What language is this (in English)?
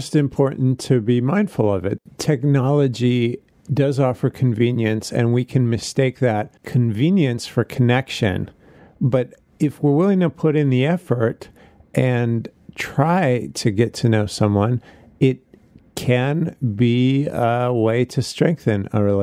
English